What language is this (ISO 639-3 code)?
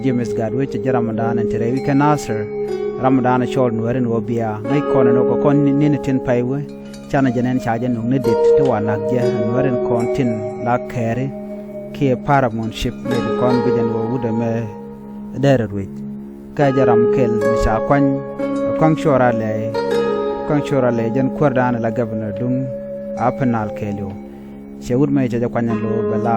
nus